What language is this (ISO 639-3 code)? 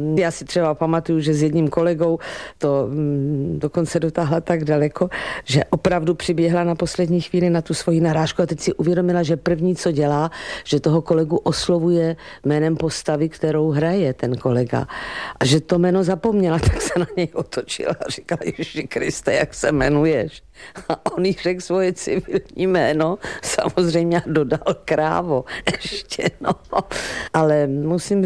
ces